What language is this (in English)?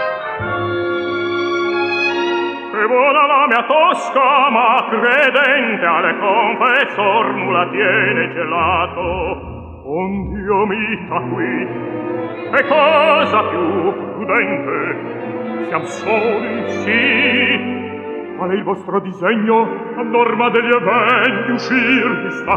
Italian